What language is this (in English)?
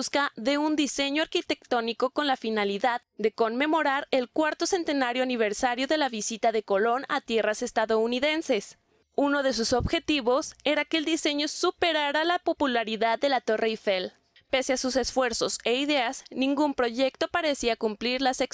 Spanish